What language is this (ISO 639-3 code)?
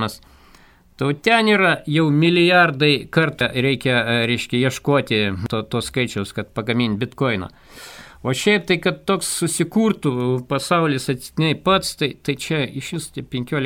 lit